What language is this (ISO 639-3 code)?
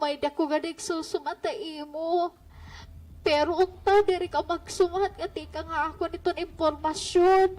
war